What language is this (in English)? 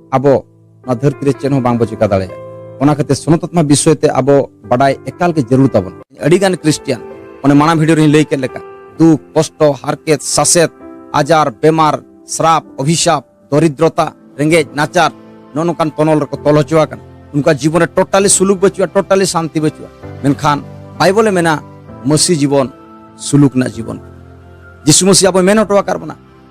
Santali